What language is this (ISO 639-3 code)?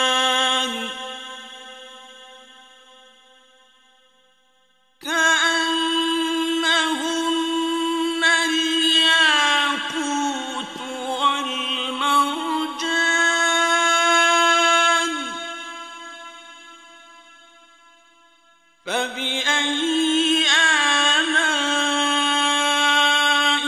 ara